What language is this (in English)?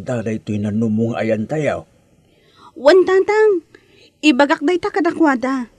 Iloko